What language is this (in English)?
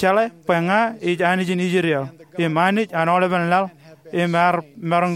Marshallese